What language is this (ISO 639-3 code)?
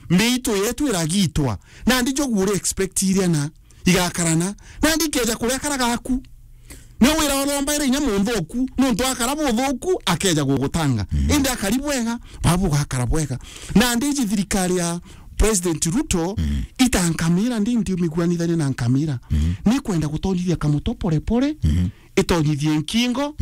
mer